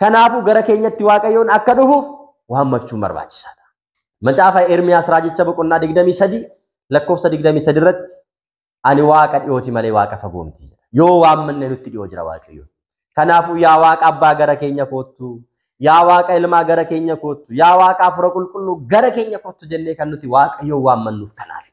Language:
Oromo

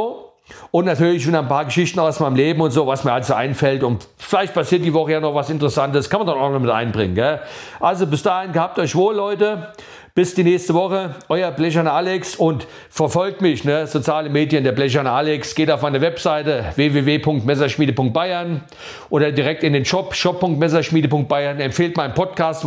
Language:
German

